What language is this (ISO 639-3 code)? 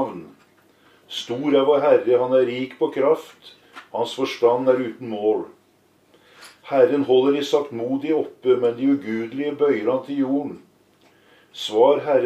nor